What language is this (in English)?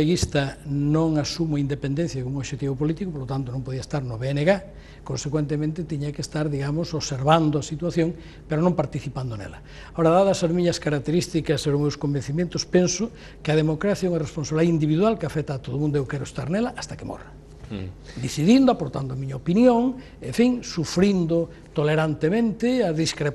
Galician